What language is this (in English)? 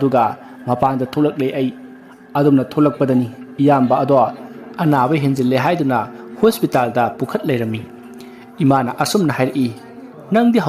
Manipuri